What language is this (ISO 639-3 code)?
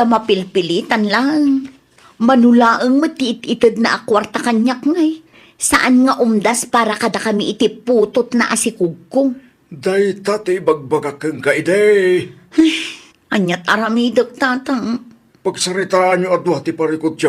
ilo